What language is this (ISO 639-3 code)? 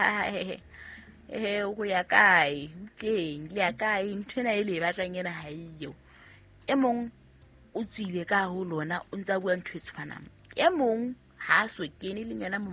sot